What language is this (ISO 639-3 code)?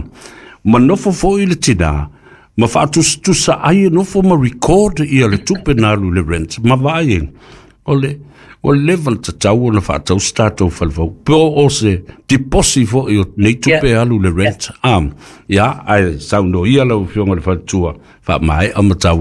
smo